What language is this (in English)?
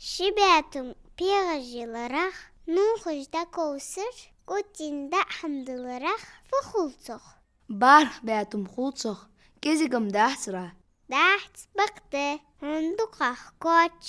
Ingush